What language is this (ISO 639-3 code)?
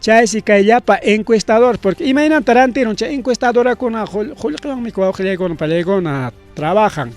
quy